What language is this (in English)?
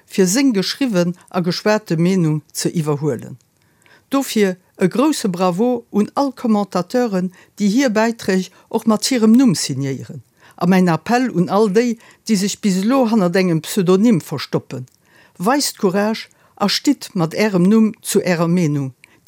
Luxembourgish